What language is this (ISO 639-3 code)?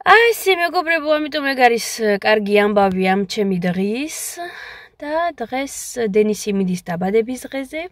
kat